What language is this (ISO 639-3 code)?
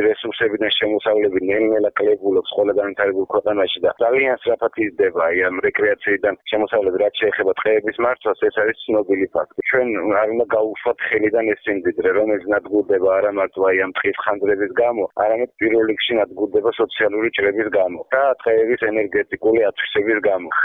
kat